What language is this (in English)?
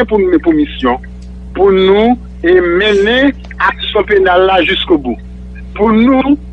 Haitian Creole